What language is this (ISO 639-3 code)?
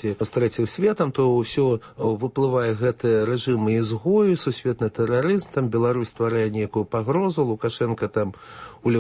bel